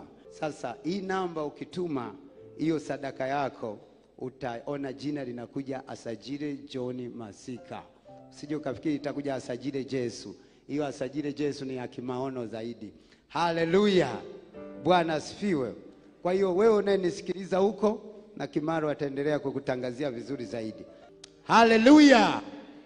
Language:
Swahili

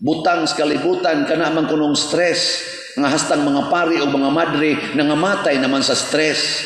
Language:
Cebuano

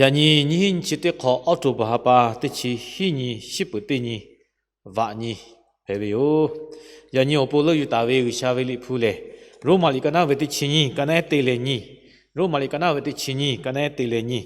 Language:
Lahu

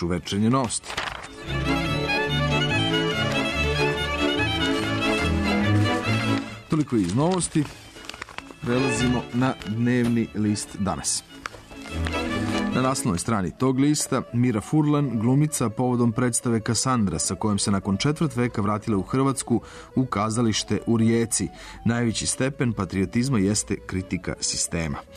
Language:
Serbian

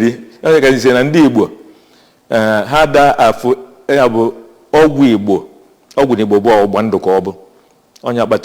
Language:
Igbo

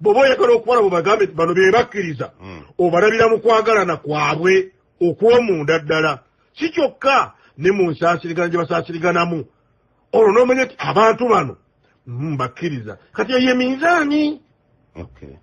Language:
Ganda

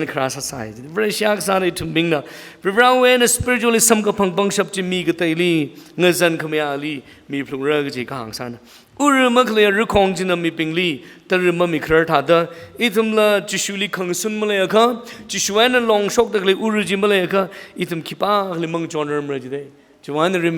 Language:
Tangkhul Naga (India)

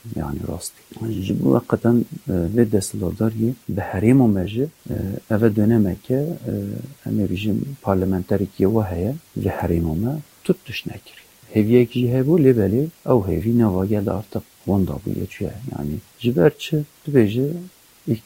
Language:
Kurdish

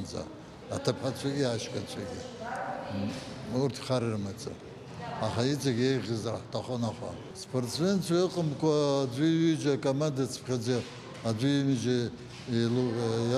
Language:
Abkhazian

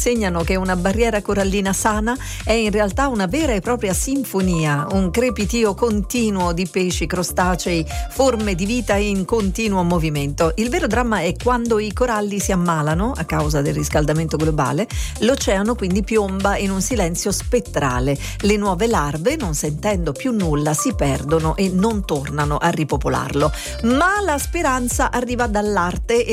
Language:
Italian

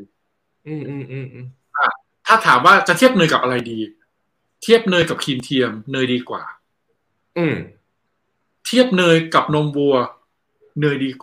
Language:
Thai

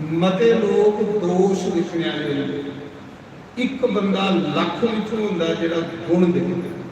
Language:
Dogri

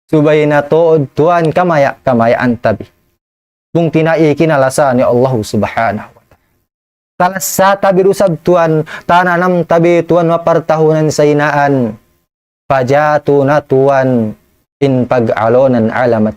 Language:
Tausug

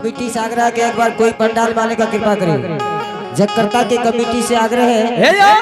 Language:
Angika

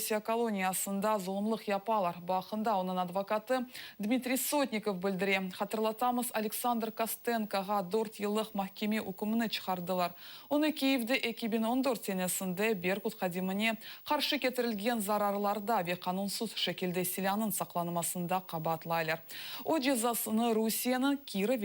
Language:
Crimean Tatar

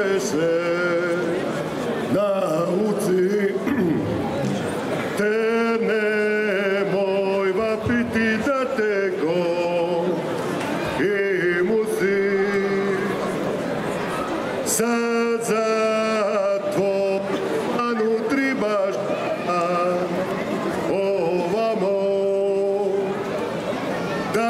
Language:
Croatian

